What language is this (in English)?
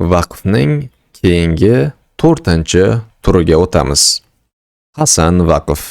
Uzbek